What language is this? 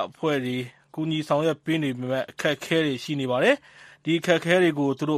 Burmese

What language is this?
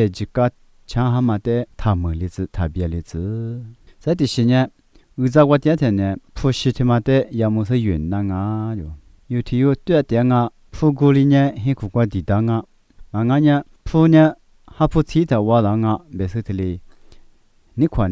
Lisu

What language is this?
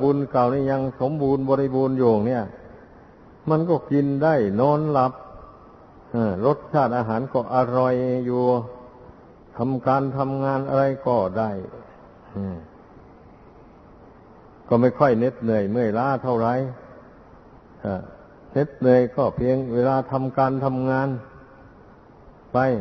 Thai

